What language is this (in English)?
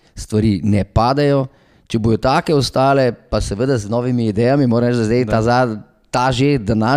Slovenian